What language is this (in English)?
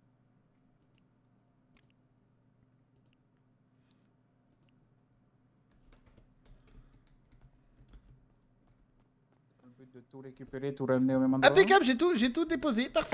French